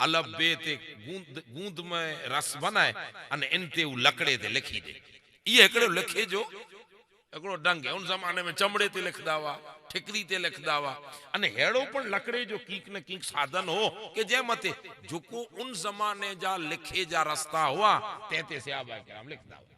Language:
Kachhi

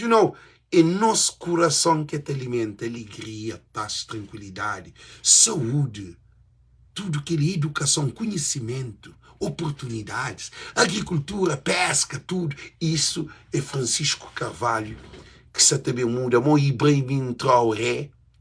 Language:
Kabuverdianu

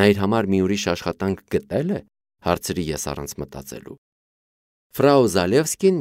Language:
Armenian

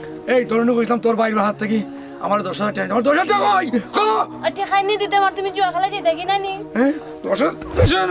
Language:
Sylheti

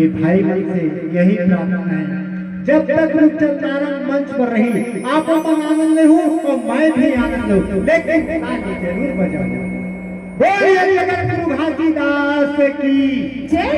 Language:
Chhattisgarhi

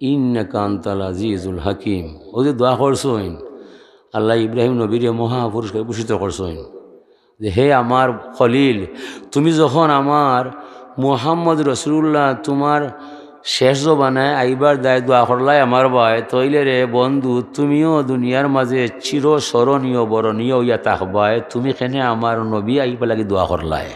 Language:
Sylheti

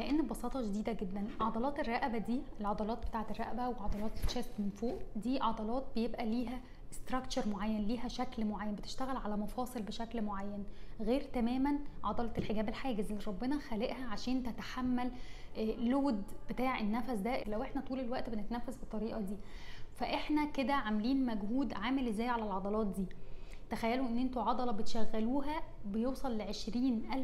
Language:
Egyptian Arabic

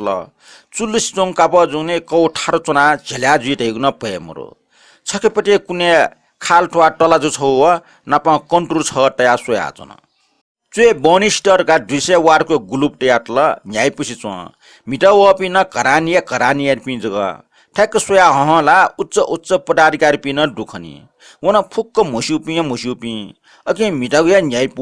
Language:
Newari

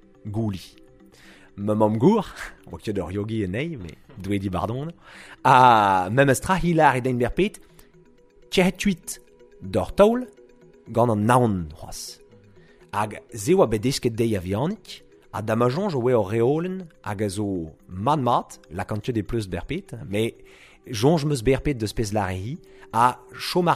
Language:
Breton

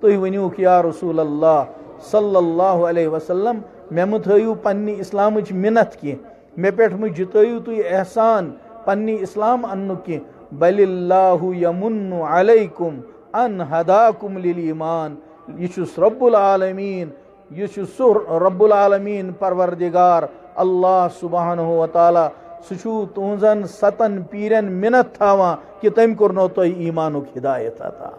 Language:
Kashmiri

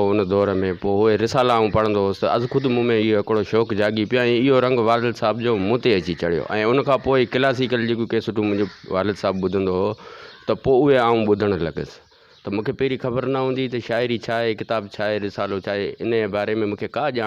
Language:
Sindhi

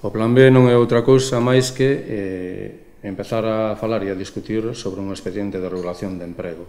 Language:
Galician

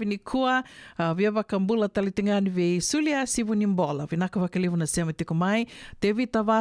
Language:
Fijian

